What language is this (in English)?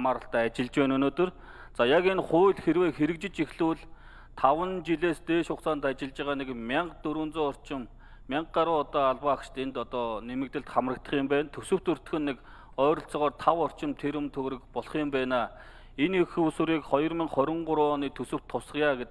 Mongolian